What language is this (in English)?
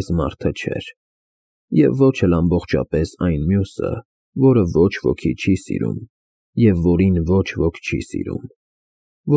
Armenian